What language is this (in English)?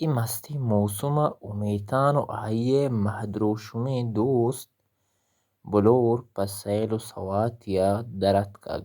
Baluchi